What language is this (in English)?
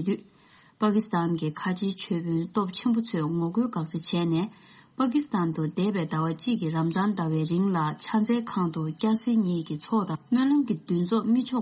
Tibetan